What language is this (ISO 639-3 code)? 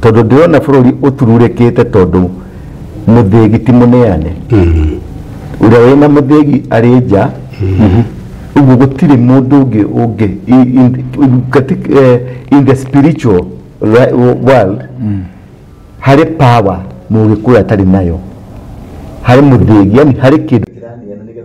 kik